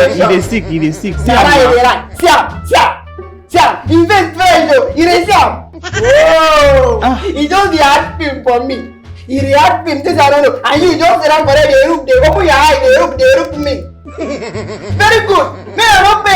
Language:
Nigerian Pidgin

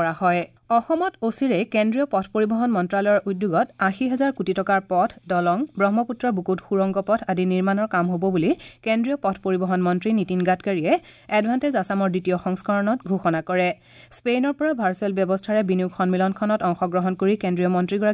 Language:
Assamese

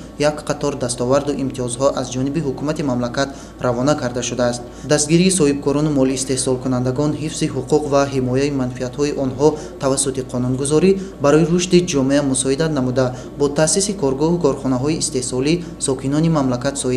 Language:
Tajik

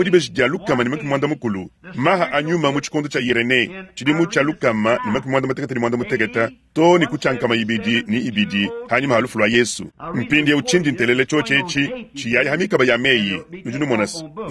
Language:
Luba-Lulua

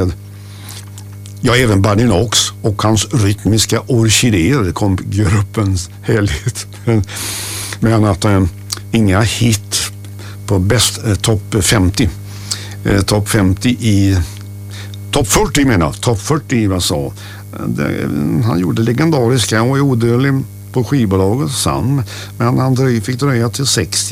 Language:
Swedish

